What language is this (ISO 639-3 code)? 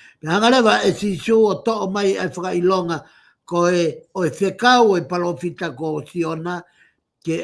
ton